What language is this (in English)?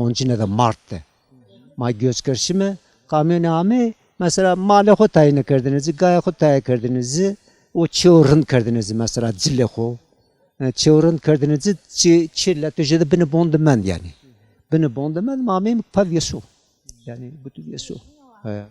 Zaza